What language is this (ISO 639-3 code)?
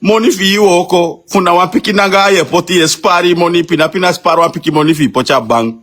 srn